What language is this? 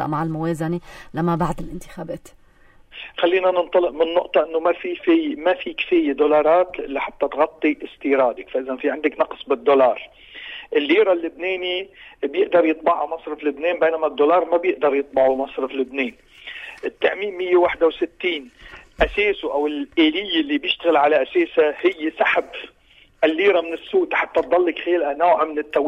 North Levantine Arabic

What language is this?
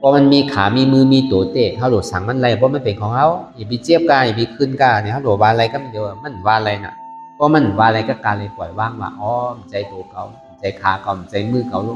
Shan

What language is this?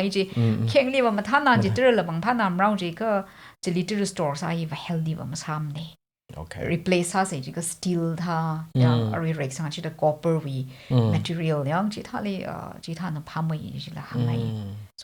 Tangkhul Naga (India)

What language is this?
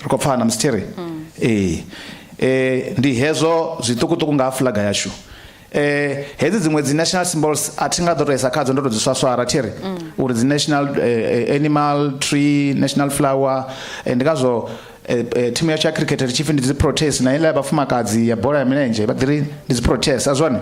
Venda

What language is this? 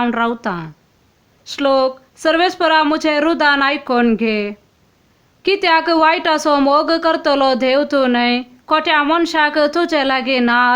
Konkani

